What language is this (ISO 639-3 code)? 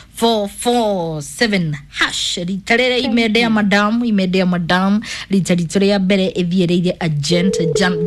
kik